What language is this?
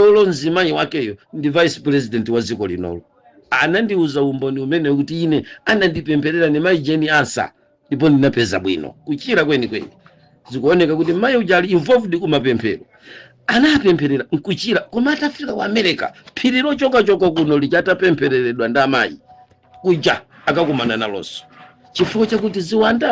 Nyanja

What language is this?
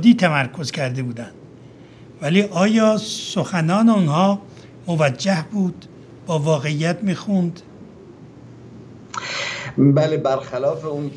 Persian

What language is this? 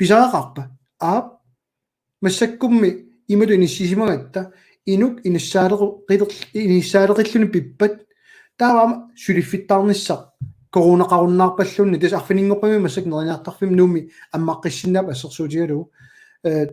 Kalaallisut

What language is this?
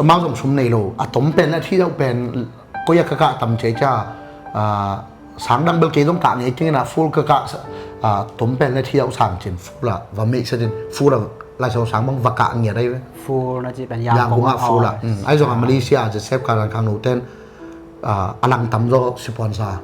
Tedim Chin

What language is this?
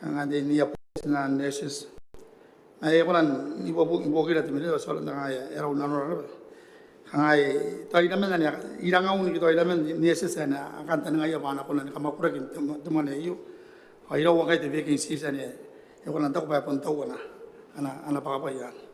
Gilbertese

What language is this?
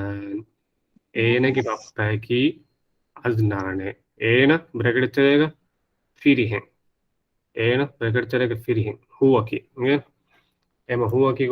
Divehi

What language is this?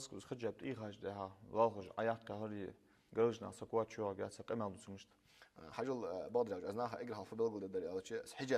Ingush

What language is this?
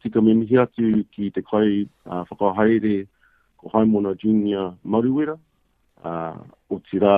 Māori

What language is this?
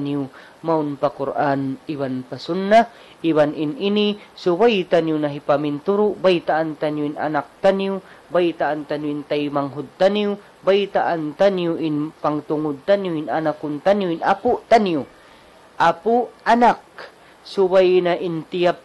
Tausug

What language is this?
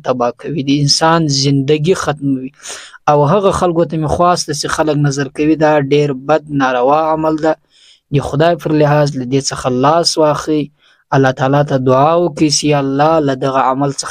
Pashto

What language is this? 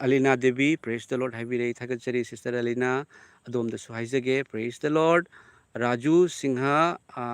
Manipuri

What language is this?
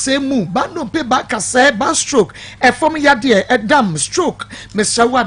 Akan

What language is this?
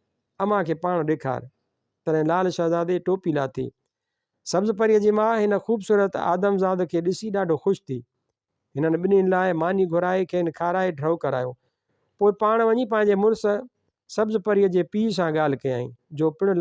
Sindhi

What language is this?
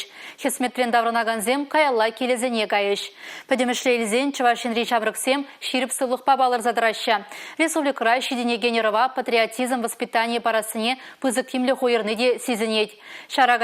Chuvash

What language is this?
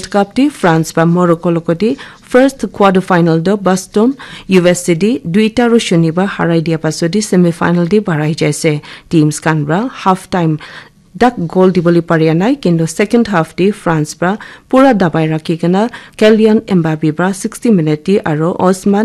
Naga Pidgin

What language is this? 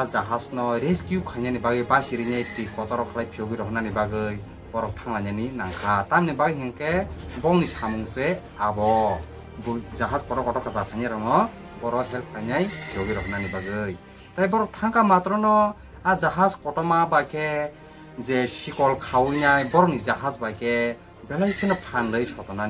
Kok Borok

